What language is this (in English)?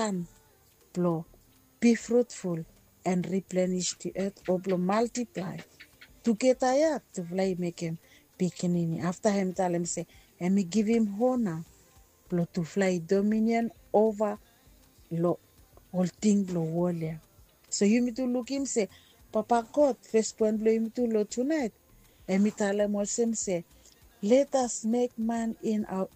Bislama